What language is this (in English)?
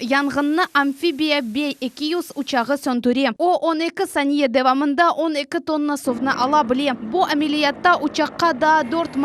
Crimean Tatar